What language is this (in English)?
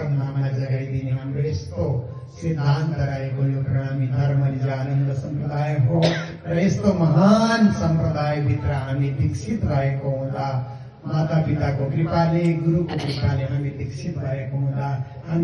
Nepali